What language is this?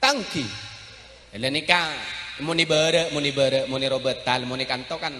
Madurese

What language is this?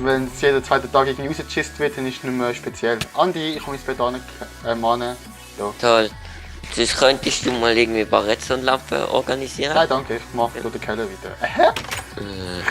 Swiss German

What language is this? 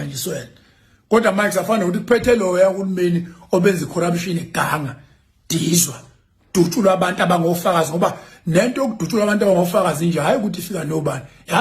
Zulu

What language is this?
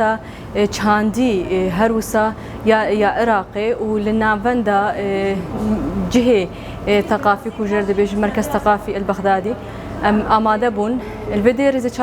Kurdish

